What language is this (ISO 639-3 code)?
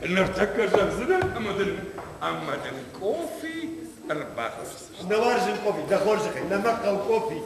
oss